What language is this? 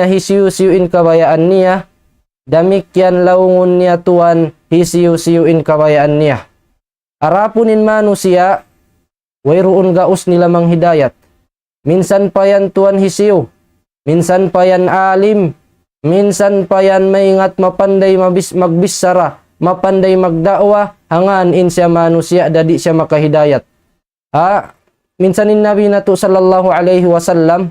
Tausug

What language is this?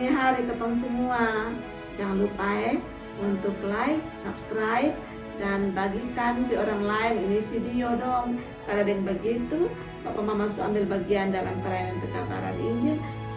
Kupang Malay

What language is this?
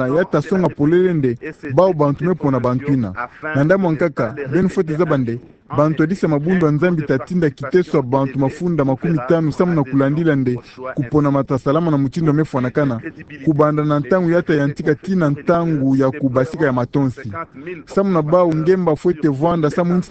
Kituba (Democratic Republic of Congo)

